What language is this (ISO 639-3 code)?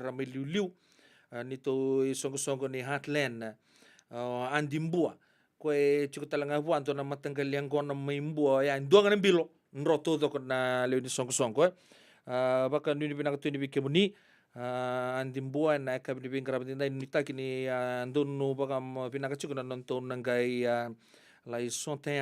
fij